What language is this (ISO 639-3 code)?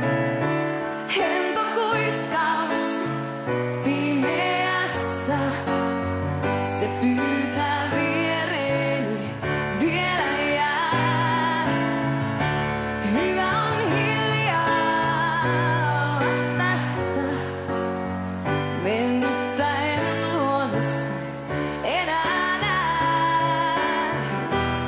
fin